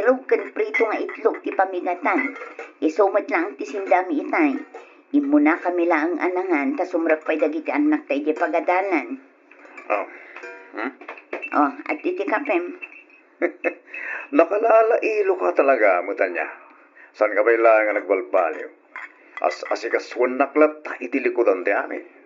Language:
Iloko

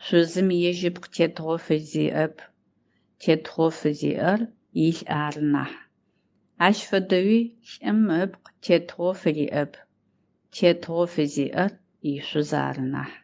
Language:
Adyghe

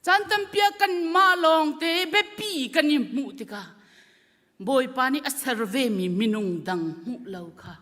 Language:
Hakha Chin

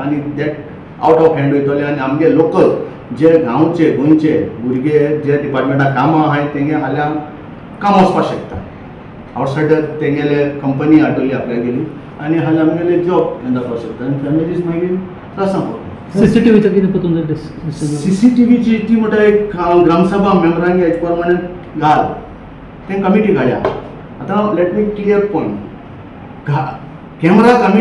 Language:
Konkani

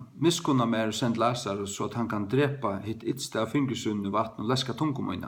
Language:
Faroese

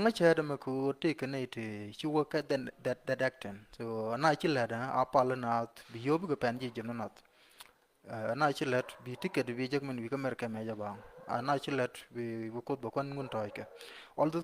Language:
Nuer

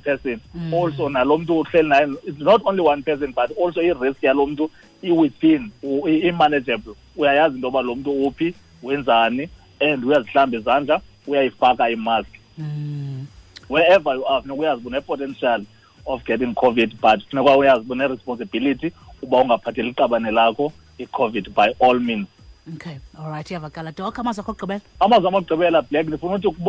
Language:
Xhosa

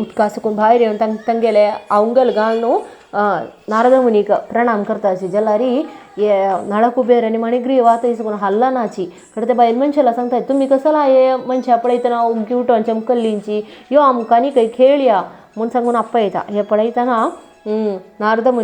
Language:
Konkani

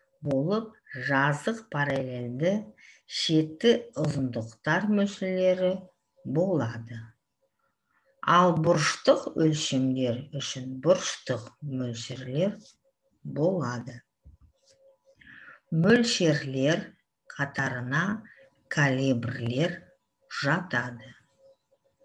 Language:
Kazakh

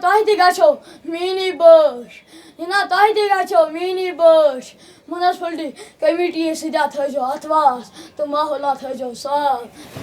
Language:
Kashmiri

